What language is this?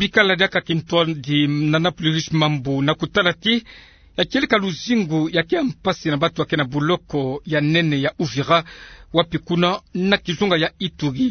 Kituba (Democratic Republic of Congo)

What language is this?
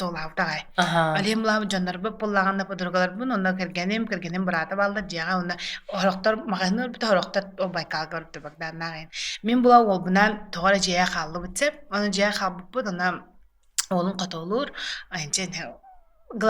Yakut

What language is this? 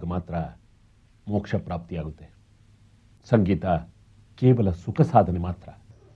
Kannada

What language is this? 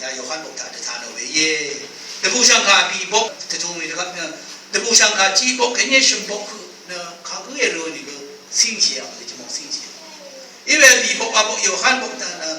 Rawang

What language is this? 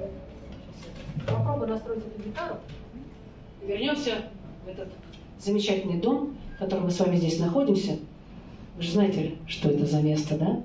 Russian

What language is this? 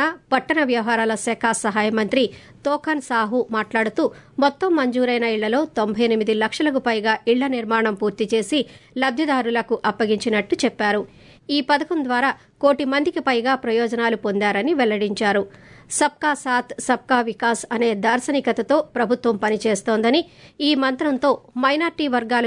Telugu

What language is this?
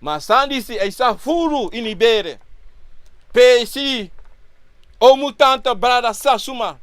Sranan Tongo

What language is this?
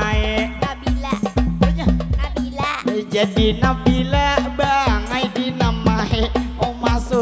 Banjar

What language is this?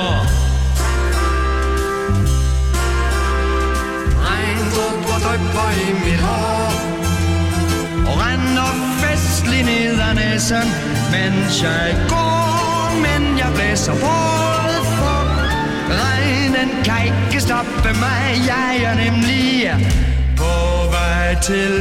Danish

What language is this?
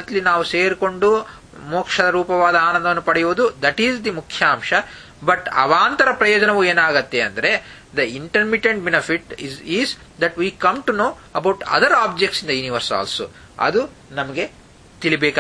Kannada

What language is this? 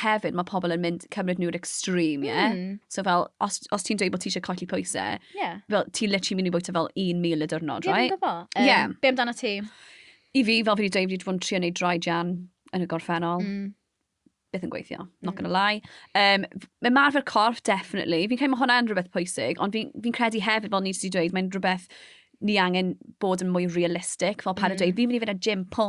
Welsh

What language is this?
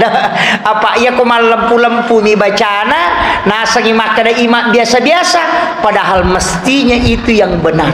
Buginese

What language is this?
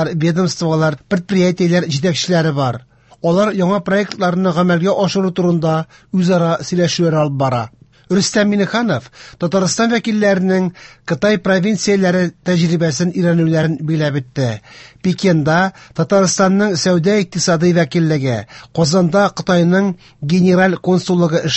Tatar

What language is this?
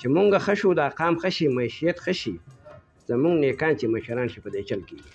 Pashto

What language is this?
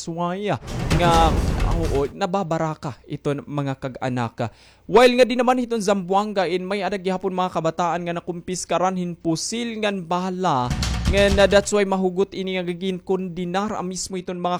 Waray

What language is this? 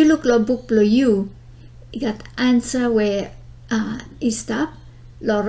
Bislama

